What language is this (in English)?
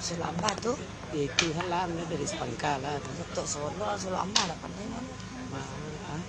Minangkabau